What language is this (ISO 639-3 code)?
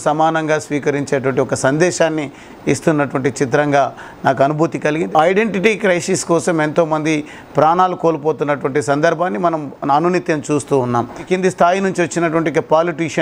tel